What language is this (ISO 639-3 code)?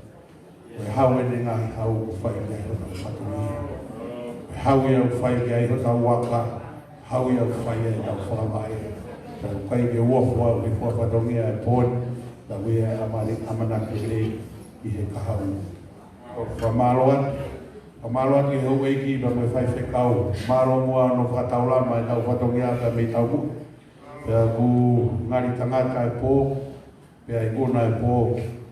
ton